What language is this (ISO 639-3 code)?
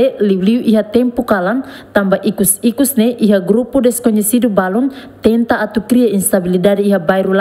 tet